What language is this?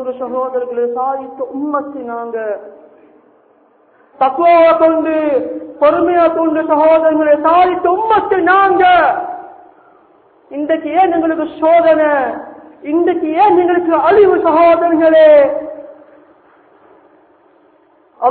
Tamil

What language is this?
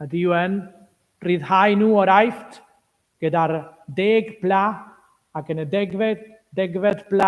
Welsh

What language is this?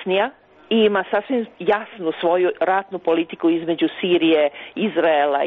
Serbian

